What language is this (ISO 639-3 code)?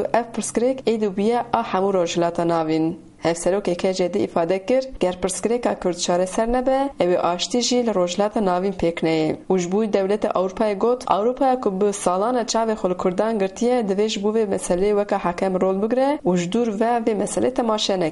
kur